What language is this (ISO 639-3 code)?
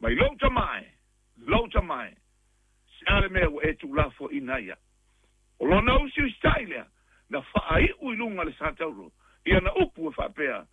smo